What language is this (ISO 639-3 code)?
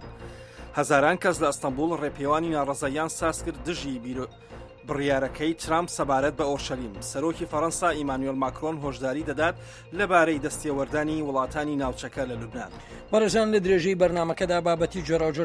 ckb